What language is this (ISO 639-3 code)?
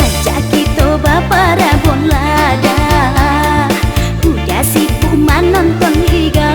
min